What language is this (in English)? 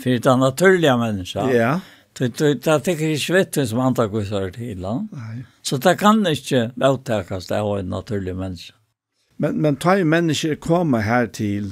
Faroese